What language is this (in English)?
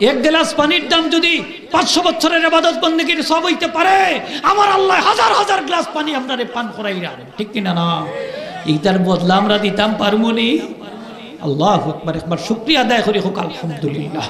Sylheti